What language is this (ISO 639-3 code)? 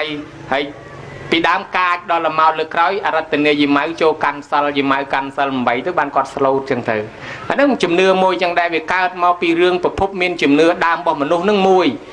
khm